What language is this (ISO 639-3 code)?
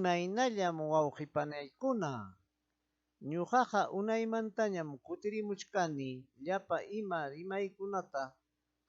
quy